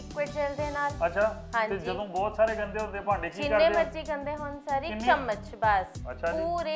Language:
Punjabi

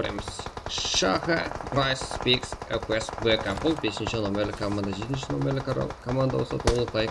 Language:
Kara-Kalpak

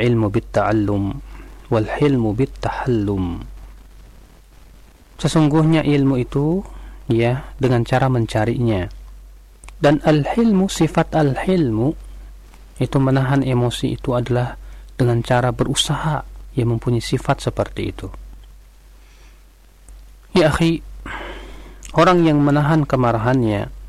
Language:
Indonesian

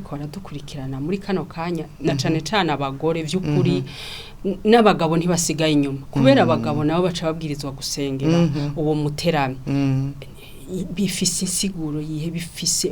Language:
Rundi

